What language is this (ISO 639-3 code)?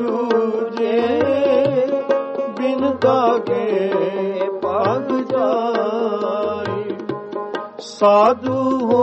pan